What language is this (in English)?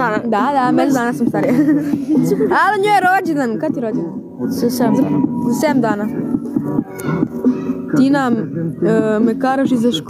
Croatian